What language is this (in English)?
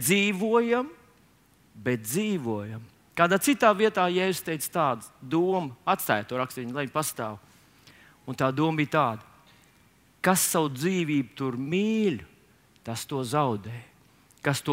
Latvian